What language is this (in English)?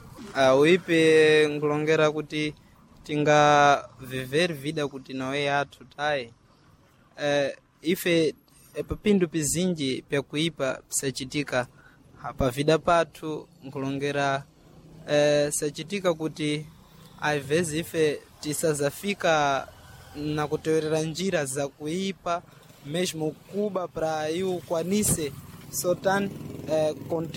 Sena